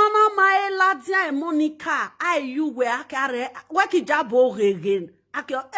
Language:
Nigerian Pidgin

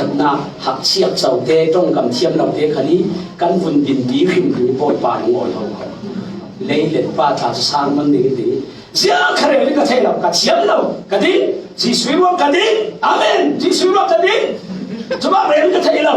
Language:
Falam Chin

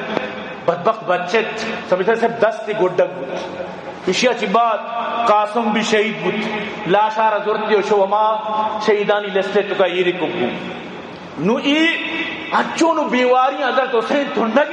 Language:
Eastern Balochi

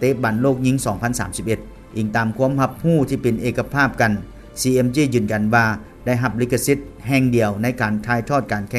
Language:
Lao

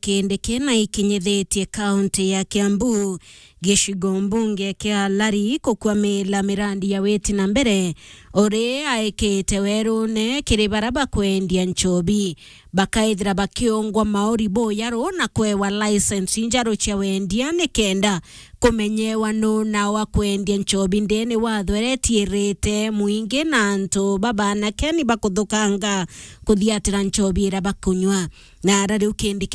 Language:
Meru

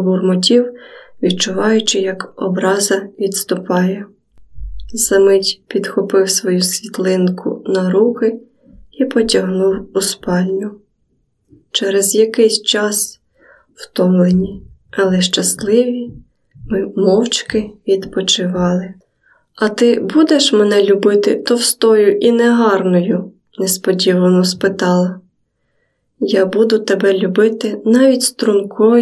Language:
Ukrainian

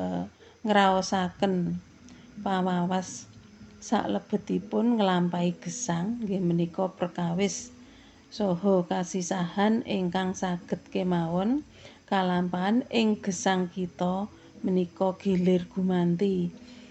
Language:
Javanese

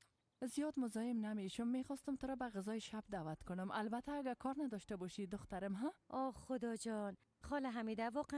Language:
Persian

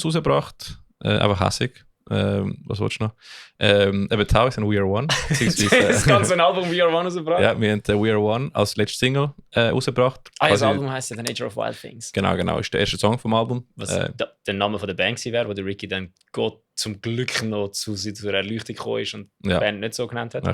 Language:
Swiss German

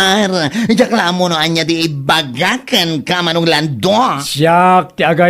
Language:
Iloko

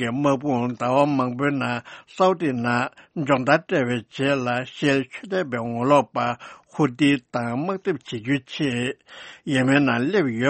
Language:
Tibetan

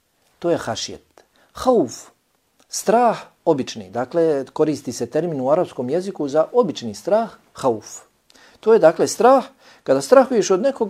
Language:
Bosnian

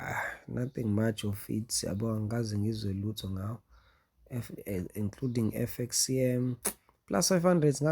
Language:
Zulu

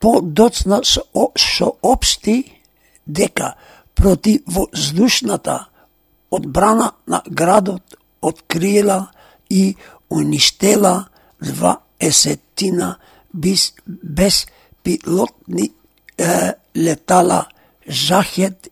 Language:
Macedonian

